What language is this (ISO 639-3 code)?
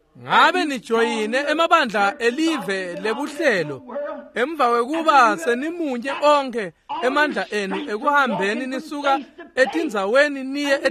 ssw